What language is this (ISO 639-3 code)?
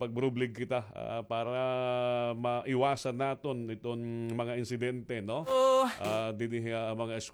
war